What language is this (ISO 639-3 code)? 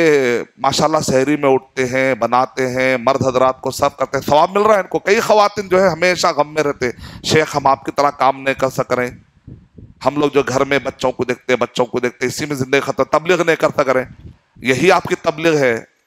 urd